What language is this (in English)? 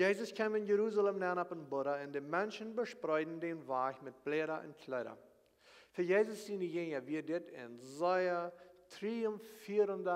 Plautdietsch